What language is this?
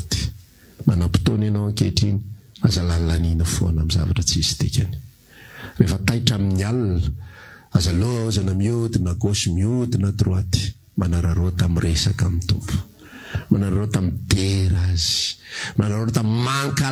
Malagasy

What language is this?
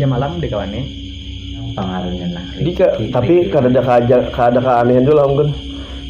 Banjar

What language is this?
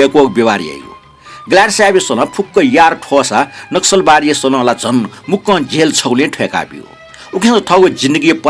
Newari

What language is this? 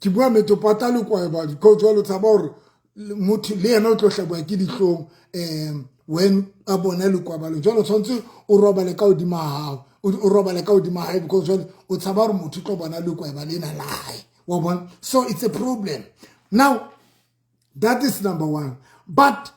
Southern Sotho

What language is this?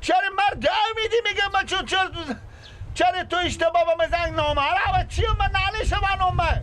Persian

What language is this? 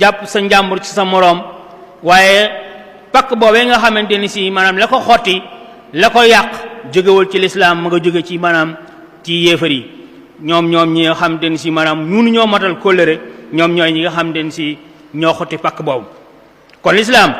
Wolof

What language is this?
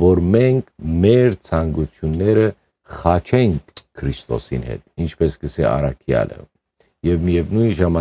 Western Armenian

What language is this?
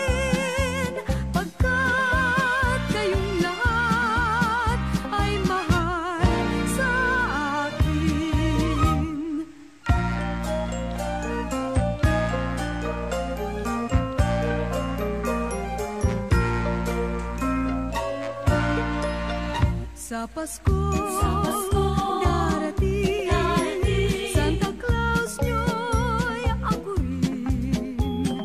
Filipino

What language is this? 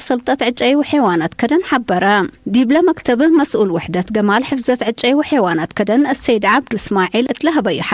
Tigre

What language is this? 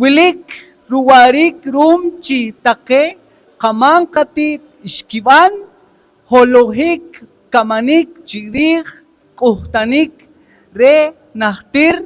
Poqomchi'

